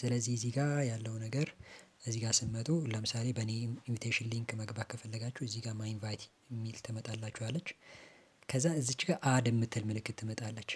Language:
Amharic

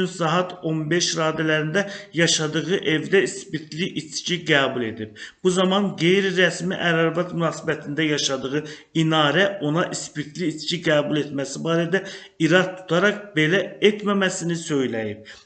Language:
Azerbaijani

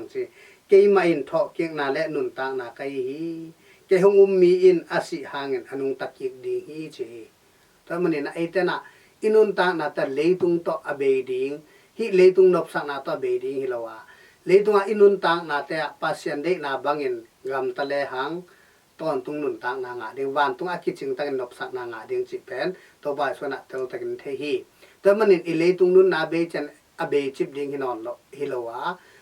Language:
Tedim Chin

